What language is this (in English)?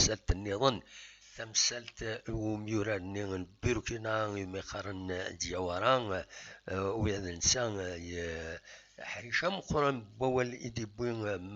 Kabyle